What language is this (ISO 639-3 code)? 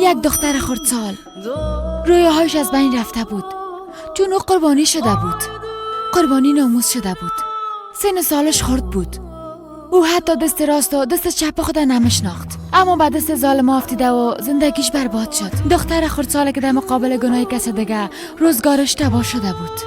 fas